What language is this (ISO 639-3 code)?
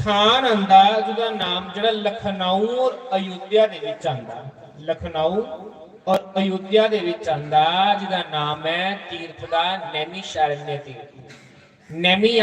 doi